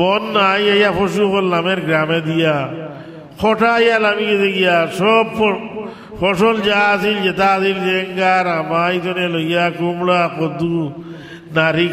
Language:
Sylheti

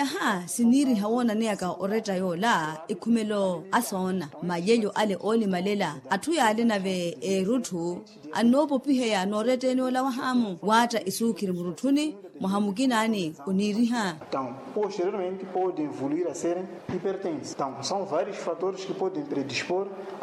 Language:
Makhuwa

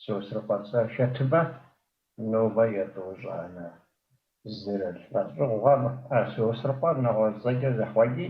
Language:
Kabardian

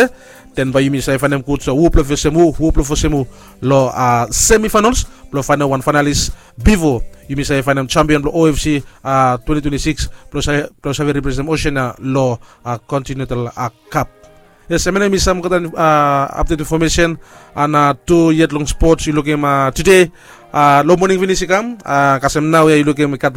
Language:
Bislama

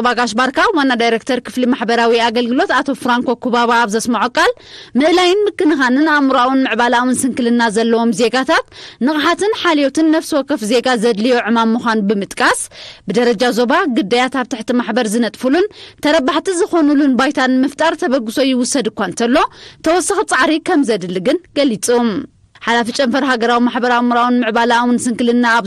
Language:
Tigrinya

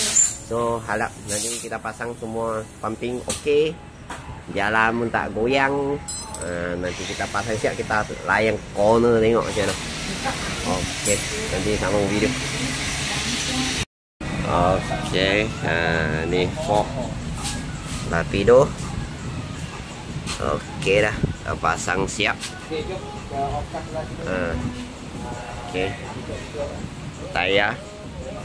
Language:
Malay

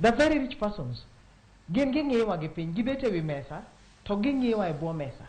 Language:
Luo (Kenya and Tanzania)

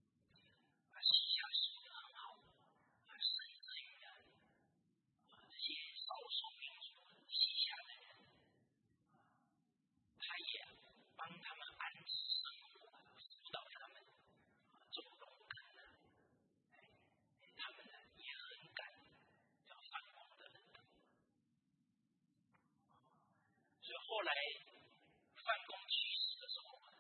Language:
Chinese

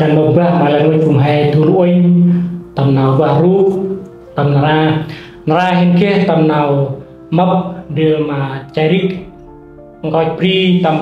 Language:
Central Mnong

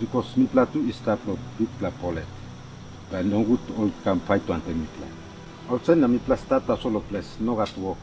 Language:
Tok Pisin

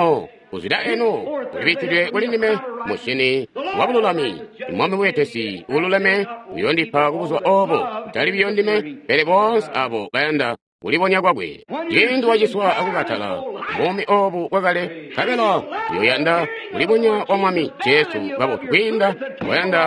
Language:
Tonga (Zambia)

